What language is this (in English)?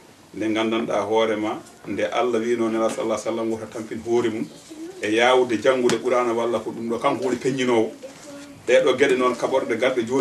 Fula